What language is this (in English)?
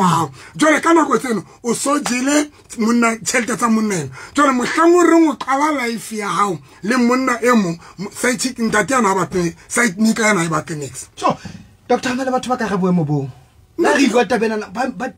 Southern Sotho